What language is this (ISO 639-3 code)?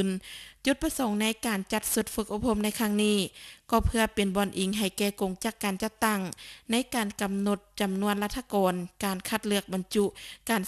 lao